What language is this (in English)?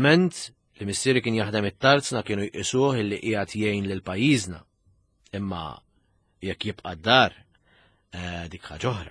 Maltese